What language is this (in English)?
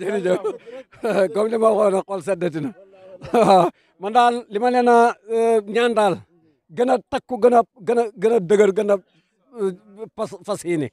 Wolof